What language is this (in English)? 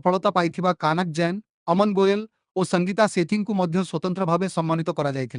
Odia